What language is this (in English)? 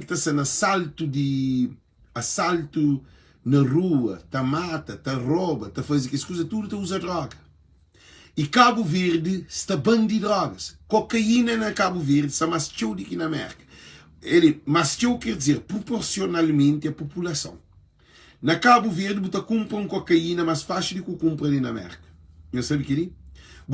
Kabuverdianu